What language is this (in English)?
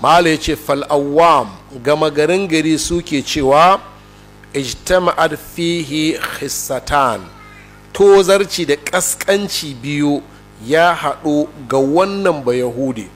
Hausa